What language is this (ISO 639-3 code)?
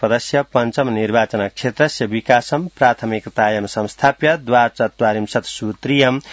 san